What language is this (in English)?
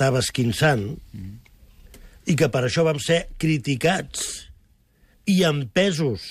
Catalan